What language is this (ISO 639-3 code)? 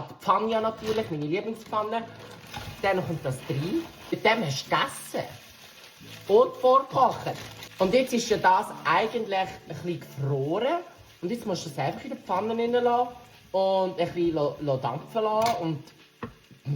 gsw